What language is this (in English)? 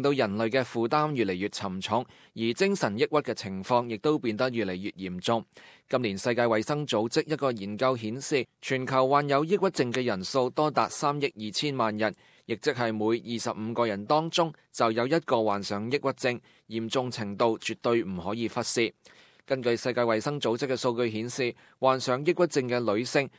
Cantonese